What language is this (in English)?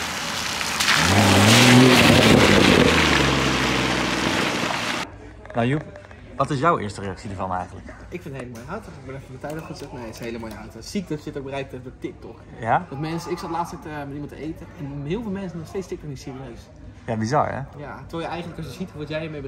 Dutch